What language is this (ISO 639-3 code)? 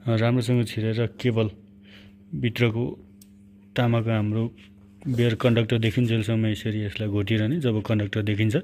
nep